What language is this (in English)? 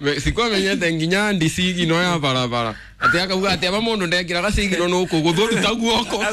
Kikuyu